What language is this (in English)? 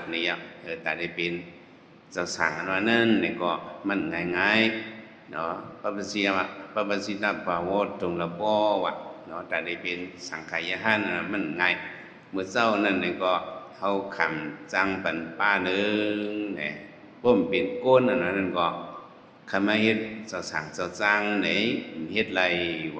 Shan